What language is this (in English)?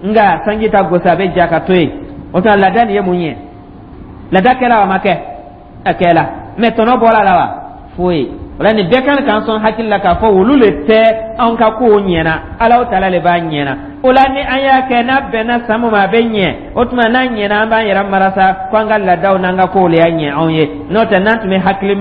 Dyula